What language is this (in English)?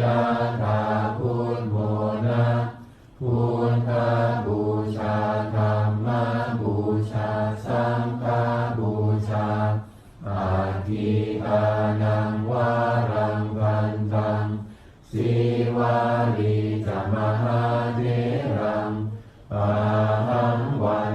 Pali